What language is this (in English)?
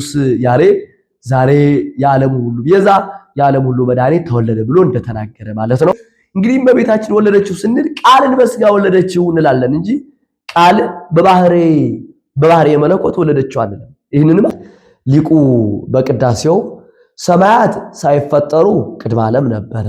Amharic